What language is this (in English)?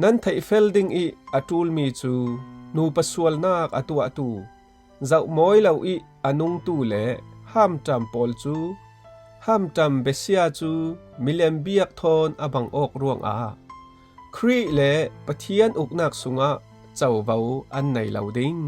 Falam Chin